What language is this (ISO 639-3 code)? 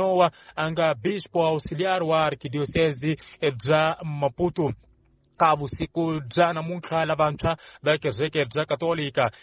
tso